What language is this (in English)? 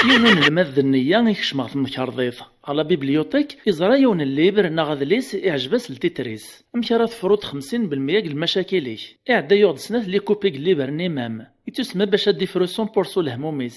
Kabyle